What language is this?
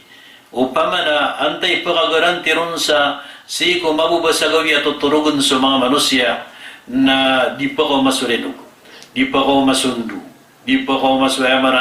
Maranao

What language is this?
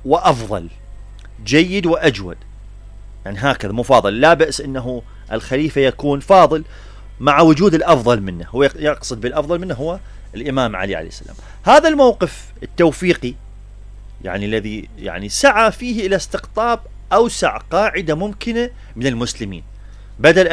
Mesopotamian Arabic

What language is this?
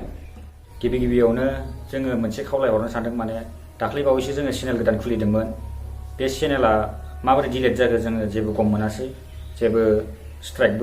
Bodo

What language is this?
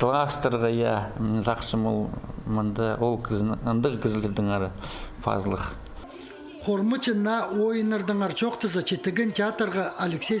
Khakas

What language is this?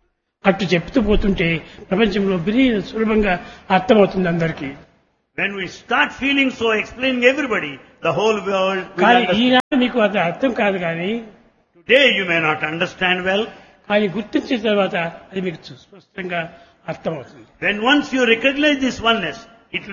Telugu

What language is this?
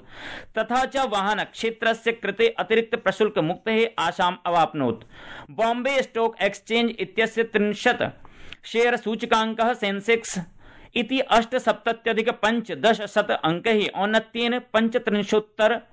Sanskrit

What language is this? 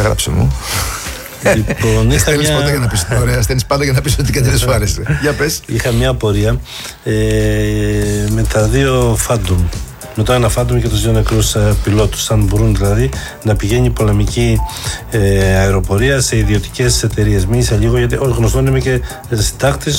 Greek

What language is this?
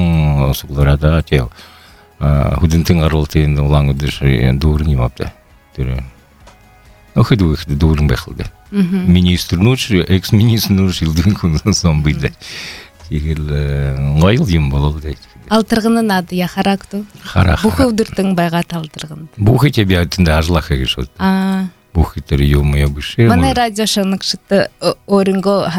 Buriat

